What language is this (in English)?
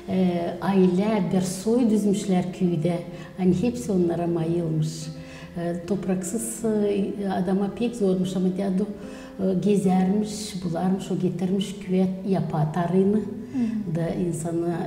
Gagauz